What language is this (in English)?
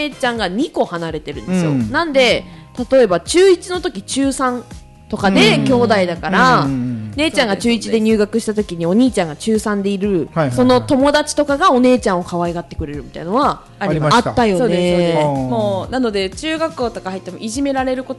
Japanese